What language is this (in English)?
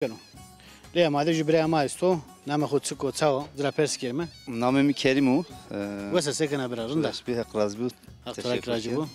Zaza